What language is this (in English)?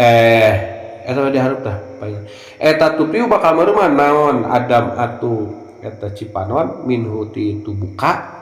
Sundanese